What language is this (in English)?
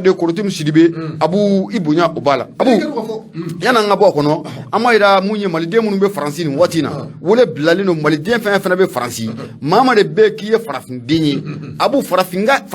Bambara